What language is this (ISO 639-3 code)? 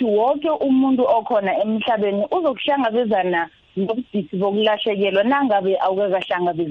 nbl